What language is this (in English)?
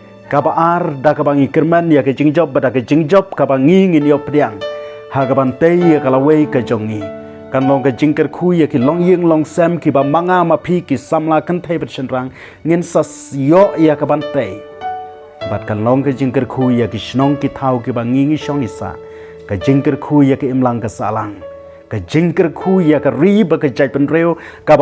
Khasi